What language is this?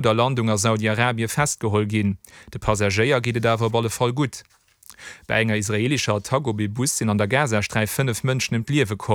Luxembourgish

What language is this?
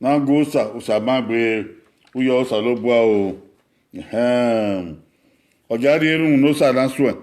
Bini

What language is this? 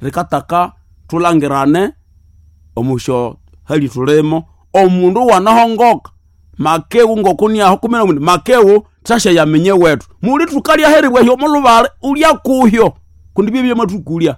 Nande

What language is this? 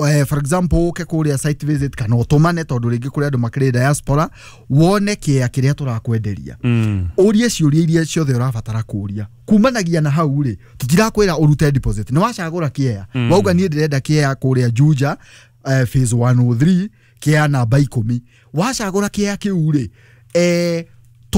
Kikuyu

